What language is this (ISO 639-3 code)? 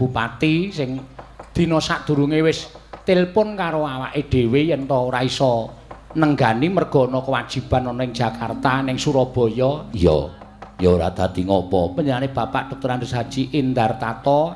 jav